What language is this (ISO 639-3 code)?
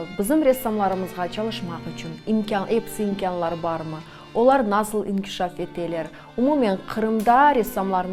crh